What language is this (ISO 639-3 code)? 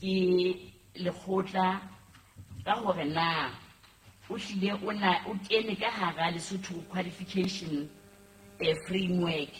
sot